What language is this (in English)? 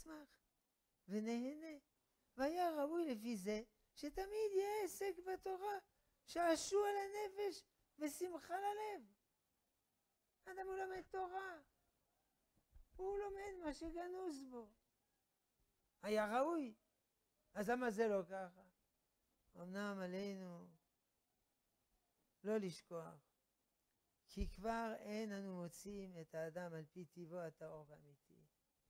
Hebrew